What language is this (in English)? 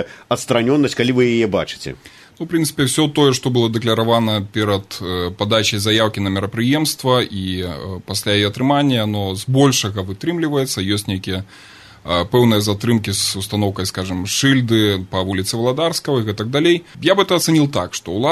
Belarusian